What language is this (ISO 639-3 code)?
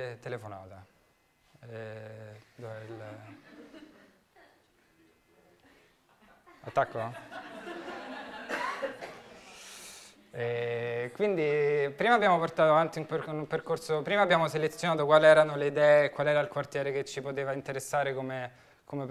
ita